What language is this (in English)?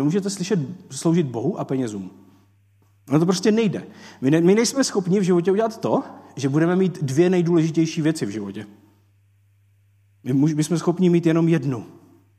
Czech